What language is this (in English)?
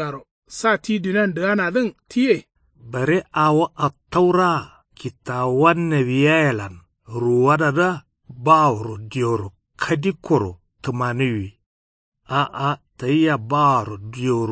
Kanuri